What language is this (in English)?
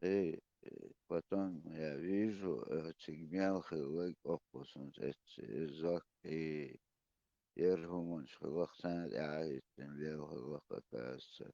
Chechen